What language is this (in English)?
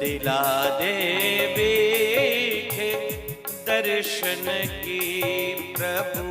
Dogri